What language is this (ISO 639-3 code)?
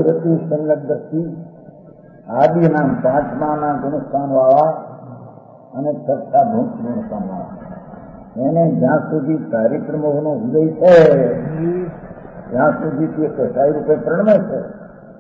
guj